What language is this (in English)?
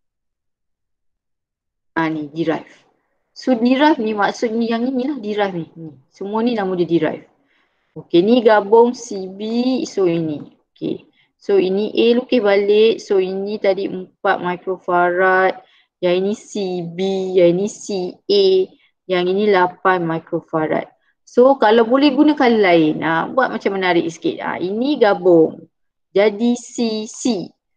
Malay